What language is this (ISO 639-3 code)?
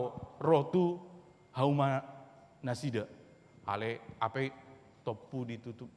bbc